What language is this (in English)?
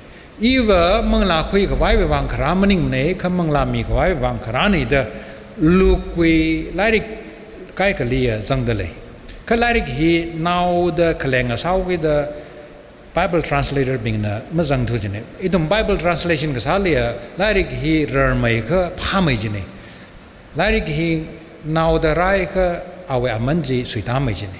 Tangkhul Naga (India)